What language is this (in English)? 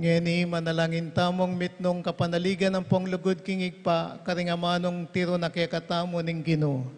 Pampanga